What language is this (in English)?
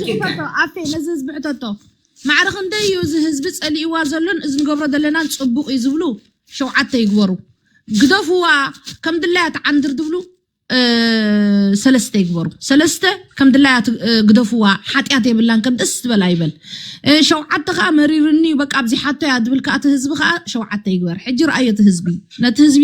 Tigrinya